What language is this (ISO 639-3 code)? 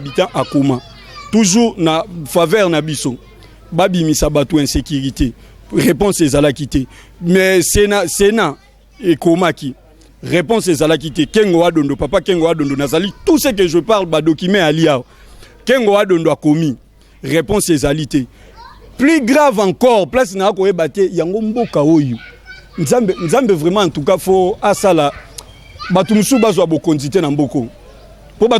lin